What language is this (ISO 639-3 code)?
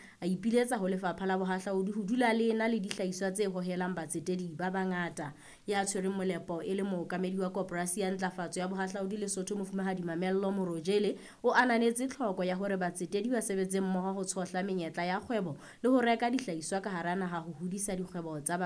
sot